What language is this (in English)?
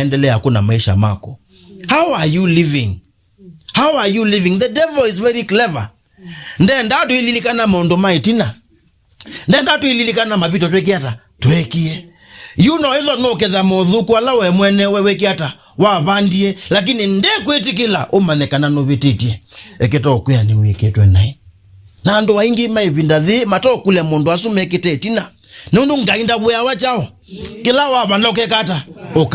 Kamba